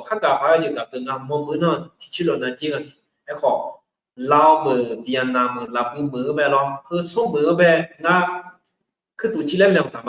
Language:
Akha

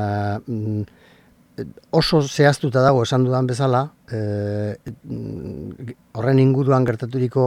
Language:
Basque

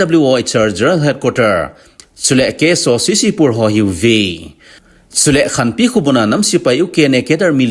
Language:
Thado Chin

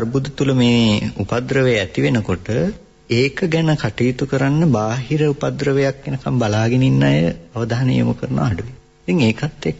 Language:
Sinhala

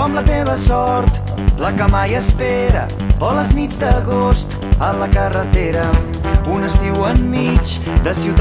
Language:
Catalan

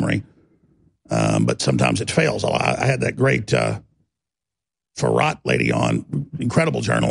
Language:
English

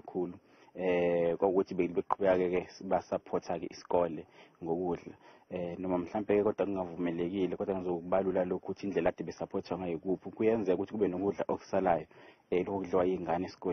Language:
Zulu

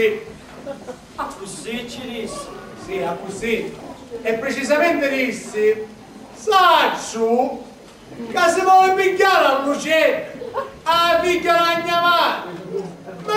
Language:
Sicilian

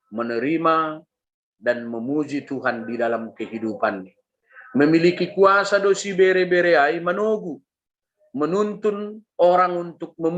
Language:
Batak Simalungun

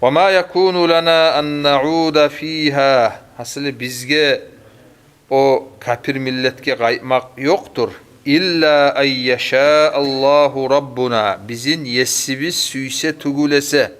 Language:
Kumyk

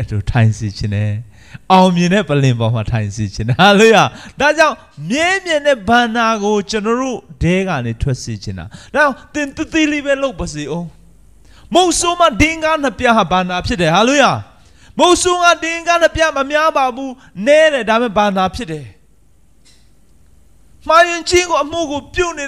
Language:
Burmese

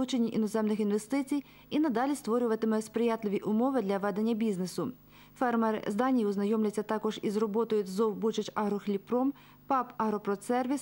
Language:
Ukrainian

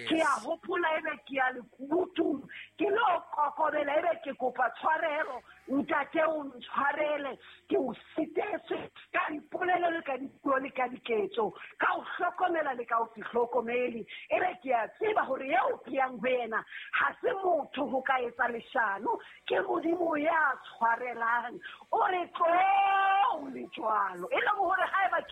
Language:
Southern Sotho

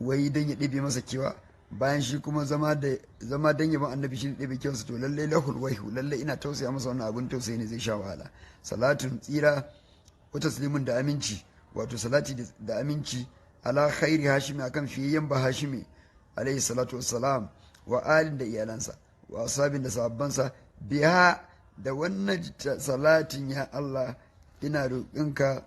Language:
Hausa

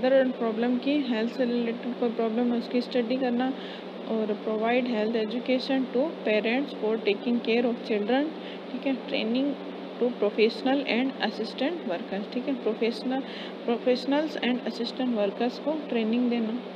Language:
Hindi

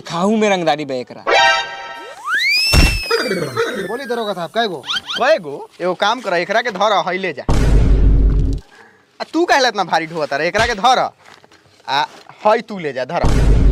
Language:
Bhojpuri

